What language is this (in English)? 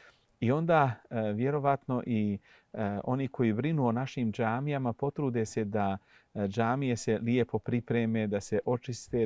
Bosnian